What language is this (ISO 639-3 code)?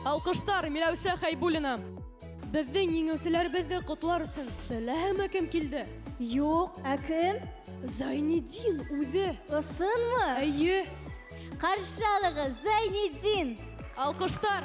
bak